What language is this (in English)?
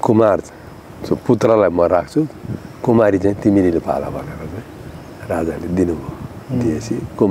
Nepali